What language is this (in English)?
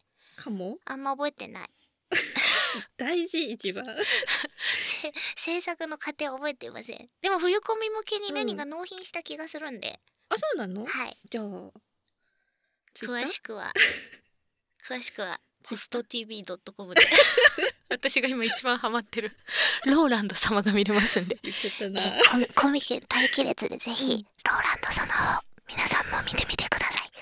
Japanese